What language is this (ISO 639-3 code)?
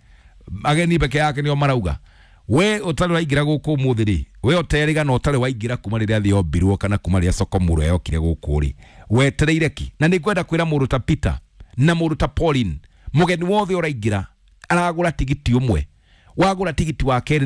kik